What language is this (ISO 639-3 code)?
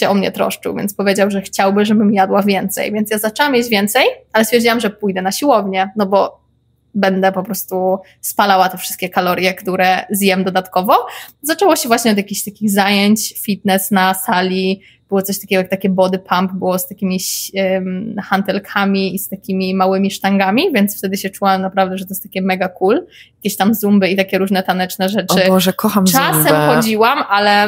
pol